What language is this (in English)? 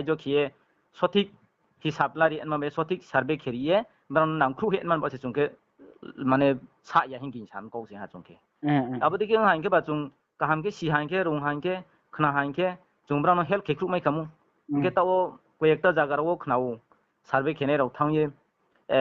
Riang (India)